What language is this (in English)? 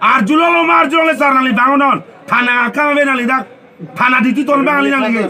Karbi